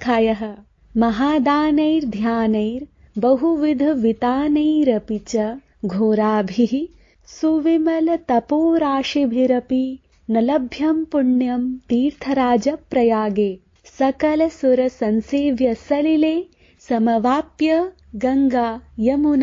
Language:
Sanskrit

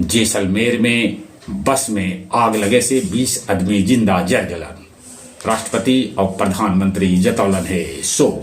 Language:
Magahi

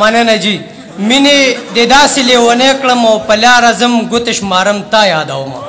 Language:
Pashto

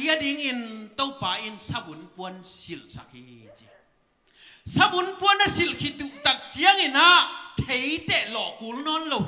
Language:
Tedim Chin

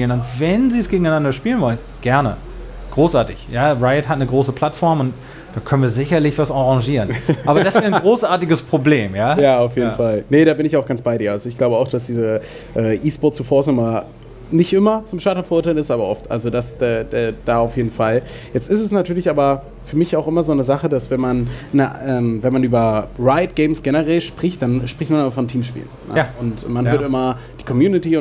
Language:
German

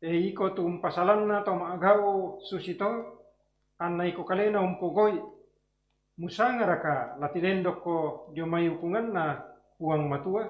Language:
Toraja-Sa'dan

